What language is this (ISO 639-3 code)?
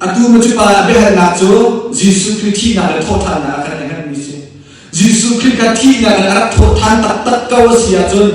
cnh